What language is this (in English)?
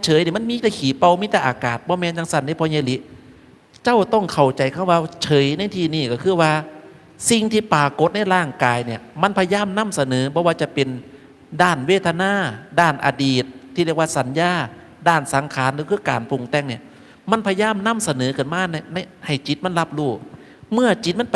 Northeastern Thai